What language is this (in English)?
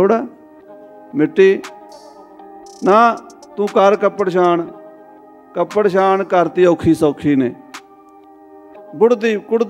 Punjabi